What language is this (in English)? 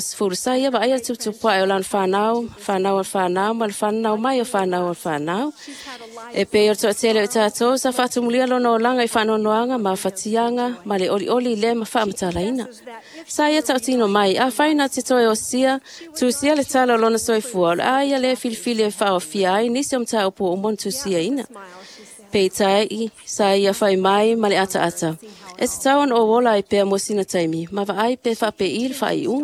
Samoan